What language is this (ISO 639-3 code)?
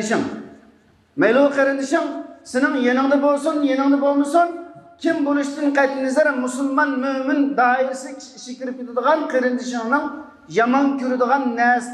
uig